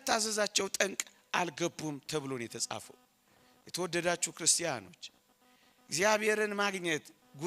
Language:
Amharic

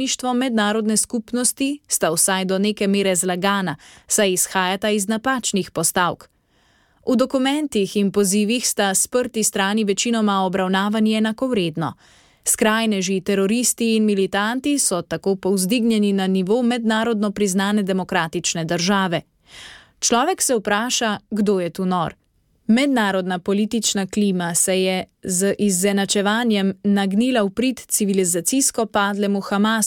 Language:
Slovenian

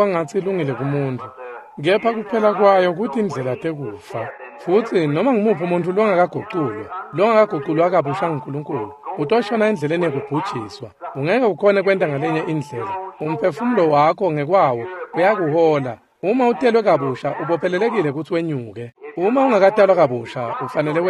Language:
Swati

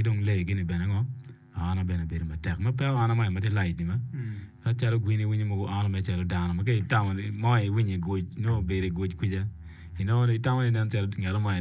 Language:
Acoli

